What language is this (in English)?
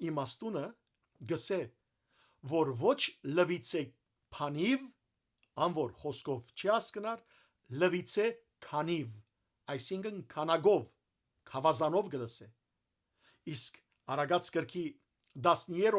Western Armenian